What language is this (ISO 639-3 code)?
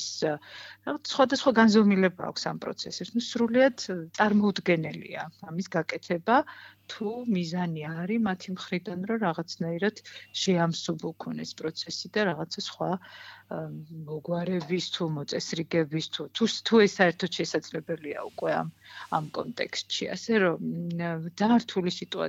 kat